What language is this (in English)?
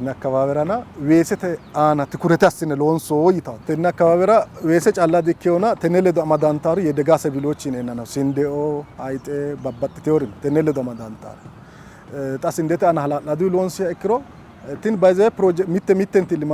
Sidamo